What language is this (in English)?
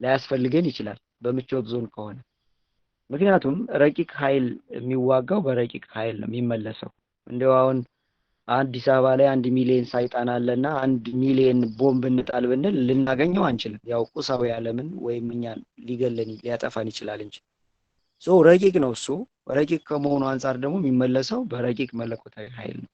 Amharic